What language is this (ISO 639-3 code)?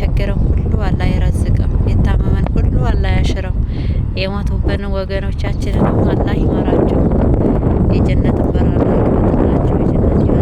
amh